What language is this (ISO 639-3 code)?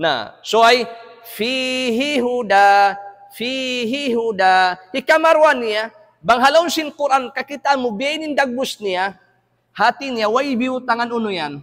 tsg